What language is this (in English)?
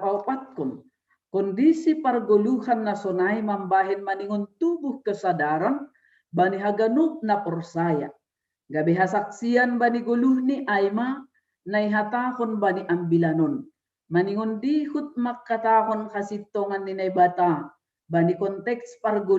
Batak Simalungun